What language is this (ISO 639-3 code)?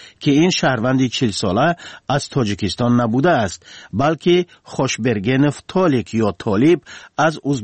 tgk